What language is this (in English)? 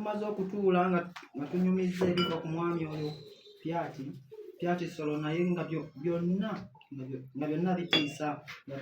Ganda